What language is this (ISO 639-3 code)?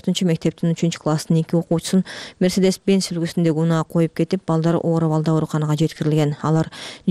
kir